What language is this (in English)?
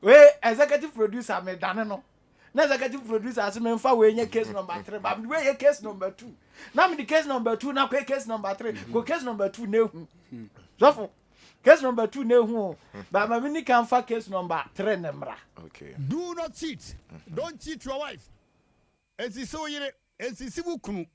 Akan